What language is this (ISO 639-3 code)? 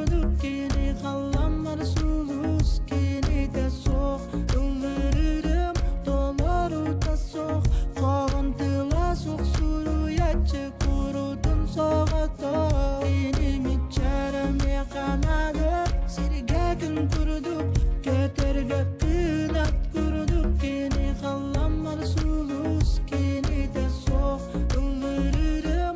sah